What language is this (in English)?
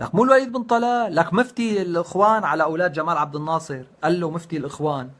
North Levantine Arabic